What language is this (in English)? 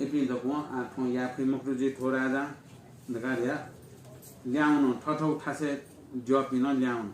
Newari